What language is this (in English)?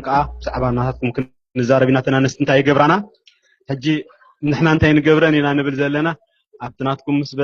Tigrinya